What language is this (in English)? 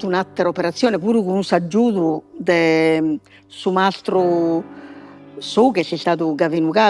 Sardinian